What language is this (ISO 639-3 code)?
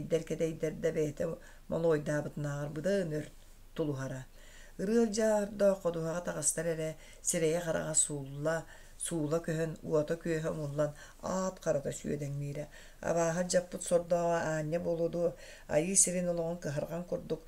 sah